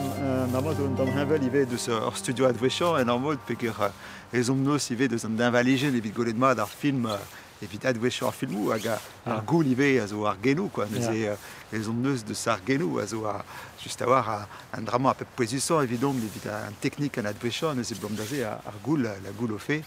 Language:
Breton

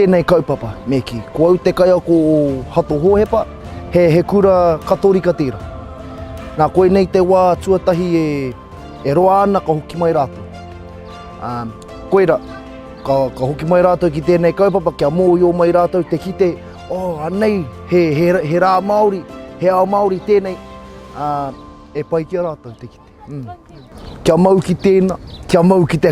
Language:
Māori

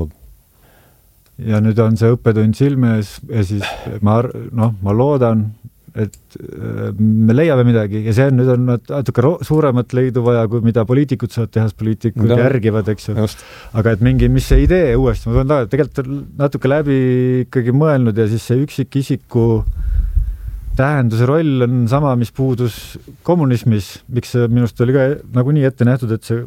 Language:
Estonian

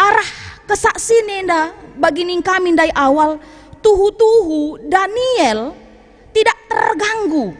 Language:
Batak Karo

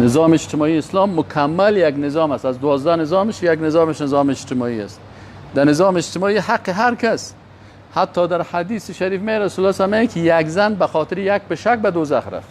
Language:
Persian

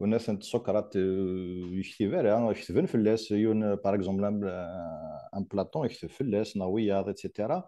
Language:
Kabyle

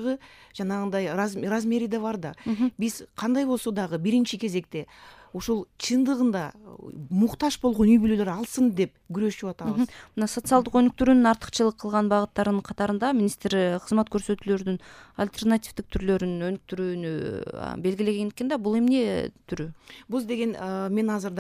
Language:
Kyrgyz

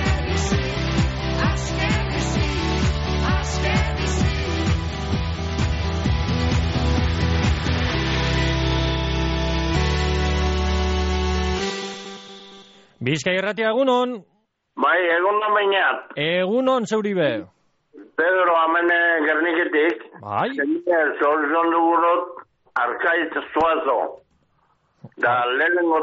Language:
Basque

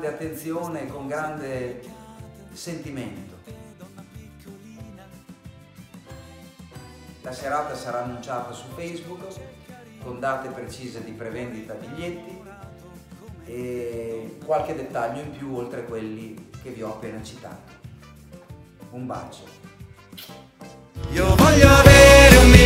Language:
Italian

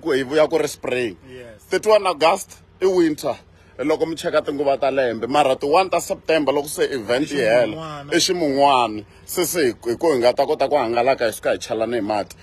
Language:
Tsonga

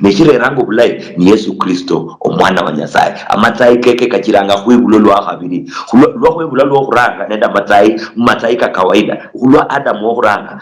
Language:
Luyia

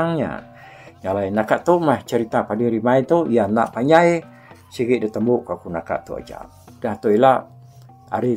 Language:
Iban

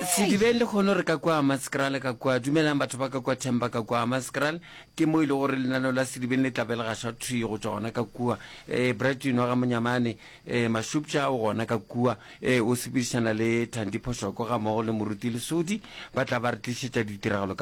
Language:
Northern Sotho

